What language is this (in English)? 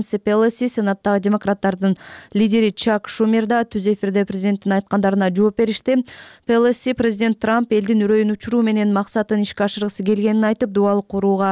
Kyrgyz